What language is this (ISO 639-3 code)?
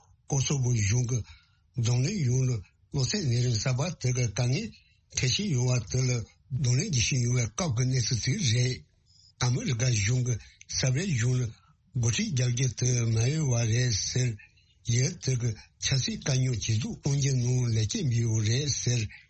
bod